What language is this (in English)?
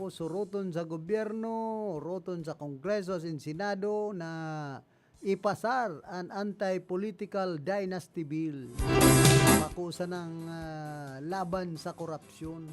Bikol